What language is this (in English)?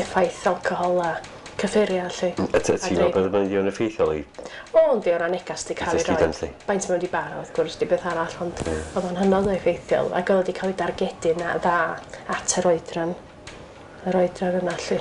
Welsh